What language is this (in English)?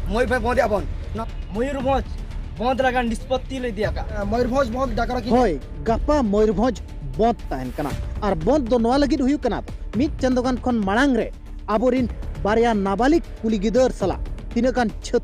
Santali